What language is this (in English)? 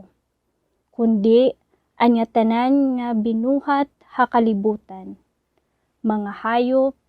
Waray